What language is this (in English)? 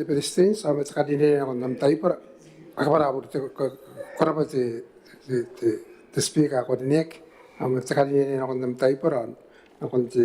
Gilbertese